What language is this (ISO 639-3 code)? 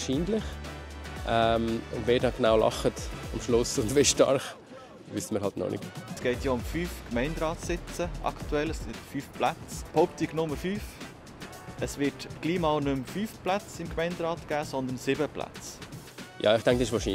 gsw